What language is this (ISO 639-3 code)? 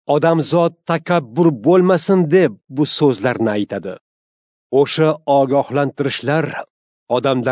uzb